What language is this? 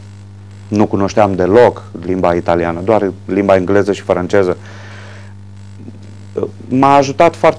Romanian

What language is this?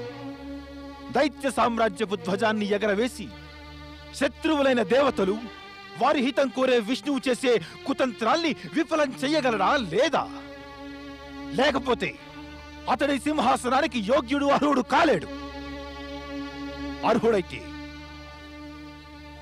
Telugu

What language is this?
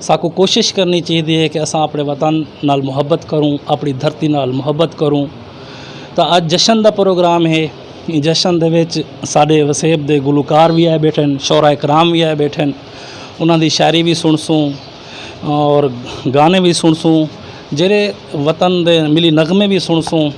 Saraiki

